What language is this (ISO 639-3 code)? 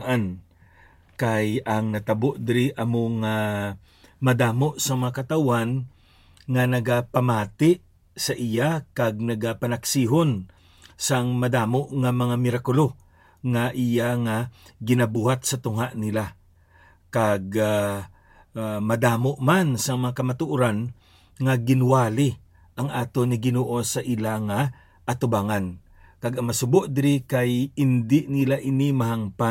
hil